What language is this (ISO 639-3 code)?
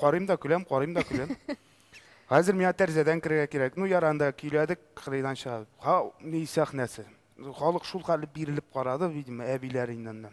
tat